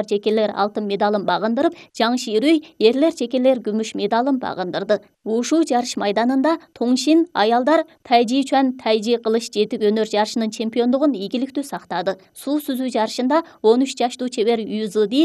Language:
Kyrgyz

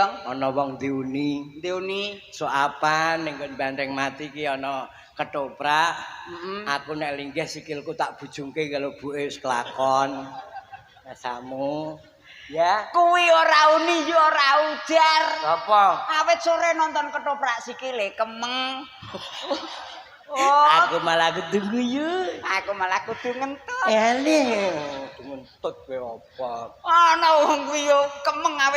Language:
Javanese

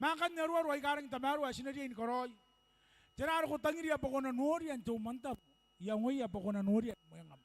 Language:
Gilbertese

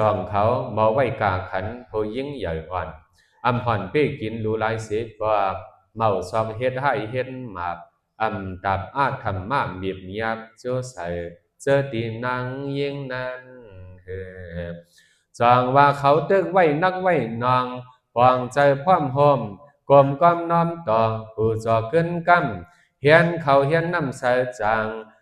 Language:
Shan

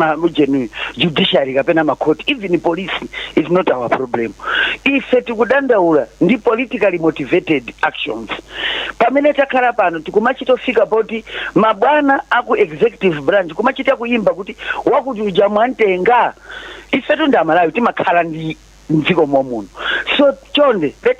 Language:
Nyanja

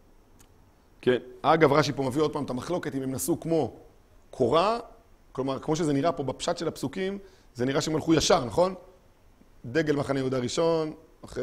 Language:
Hebrew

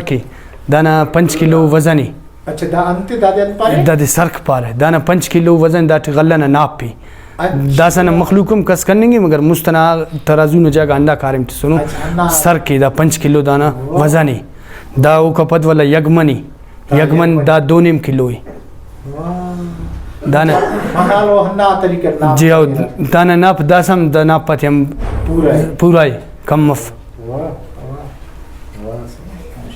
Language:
Brahui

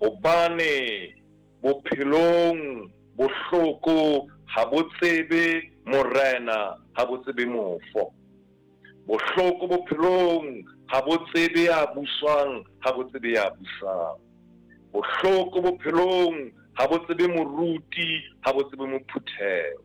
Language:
Southern Sotho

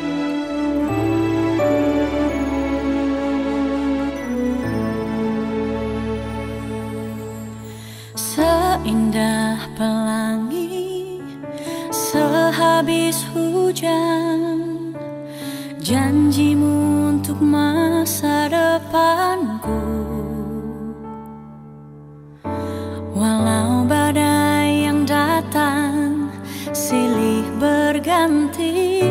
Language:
Indonesian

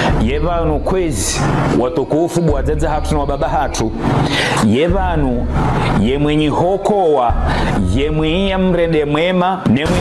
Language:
Ngazidja Comorian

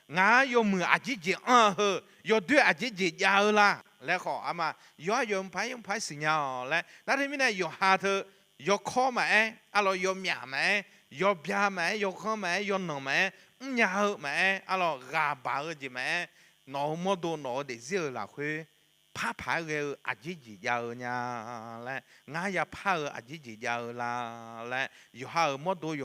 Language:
Akha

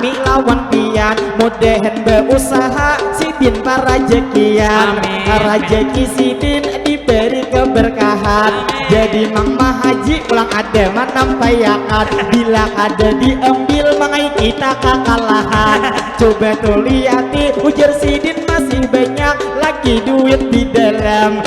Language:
Banjar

